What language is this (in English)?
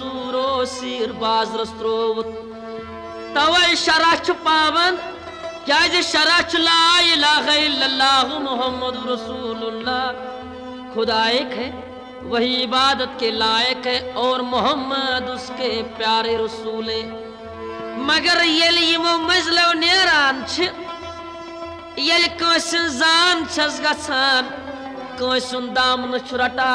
Kashmiri